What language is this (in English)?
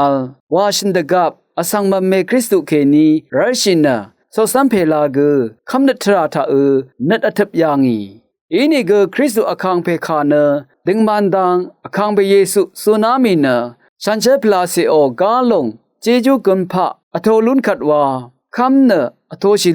Rawang